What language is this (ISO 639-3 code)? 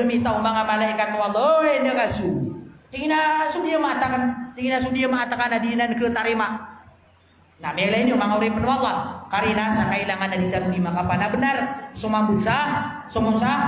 mrw